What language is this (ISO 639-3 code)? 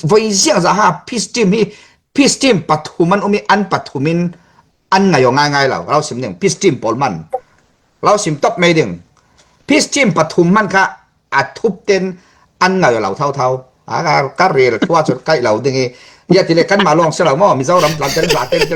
cfm